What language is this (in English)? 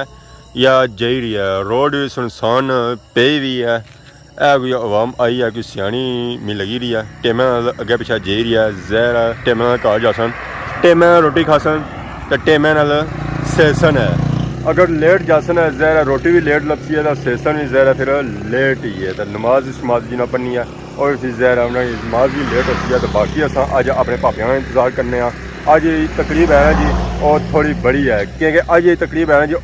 Pahari-Potwari